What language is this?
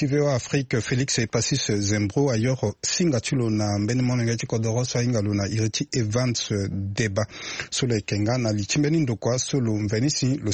Sango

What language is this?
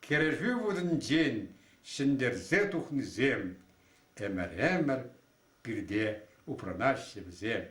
Chuvash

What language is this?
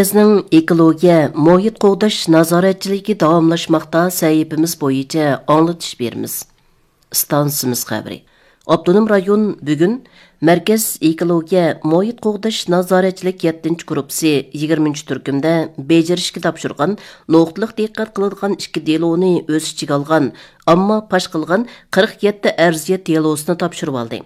Uyghur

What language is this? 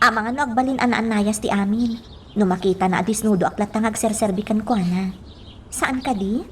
Iloko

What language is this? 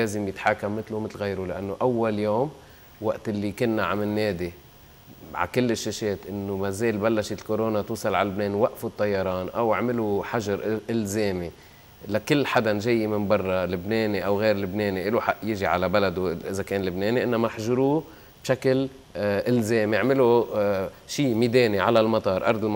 North Levantine Arabic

